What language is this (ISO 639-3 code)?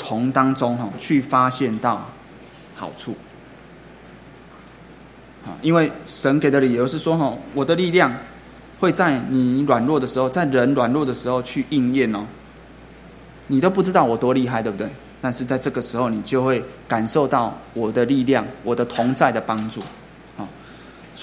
zho